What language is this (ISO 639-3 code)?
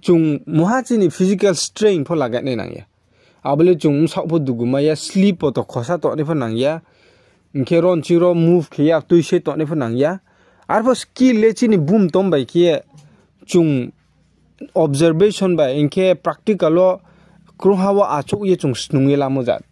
ria